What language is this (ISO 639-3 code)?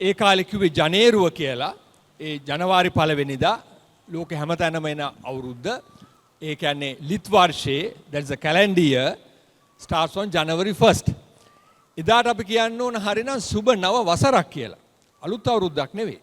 sin